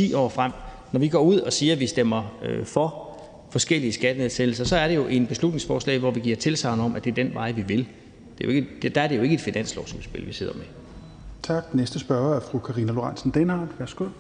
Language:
Danish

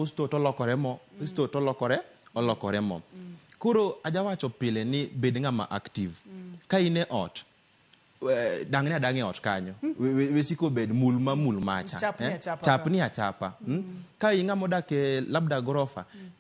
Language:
Luo (Kenya and Tanzania)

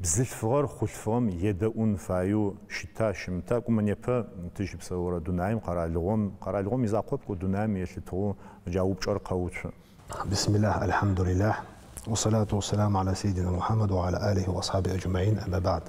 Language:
Adyghe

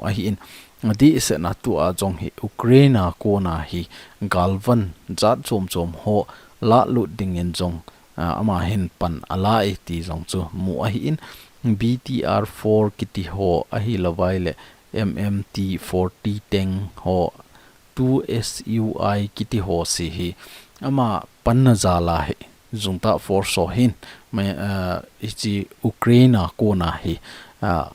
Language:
Thado Chin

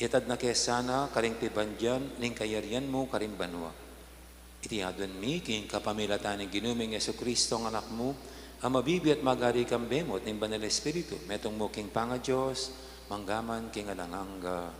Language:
Pampanga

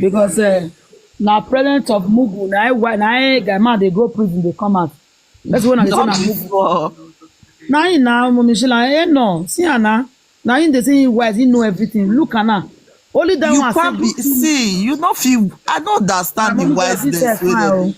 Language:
Nigerian Pidgin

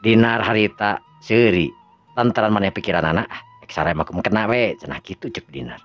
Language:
Sundanese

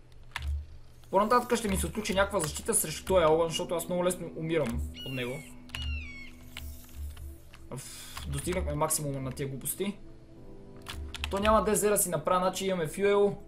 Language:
Bulgarian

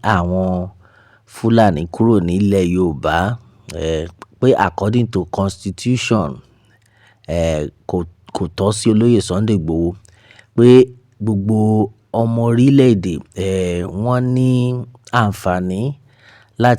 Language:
Yoruba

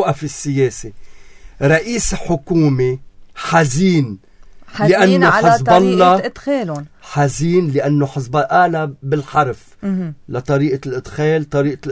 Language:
North Levantine Arabic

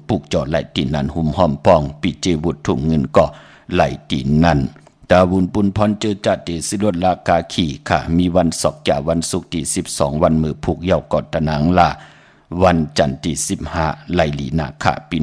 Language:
Shan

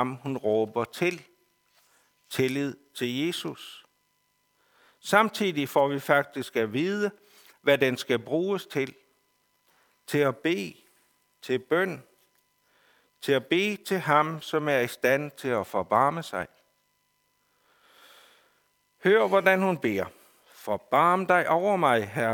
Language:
Danish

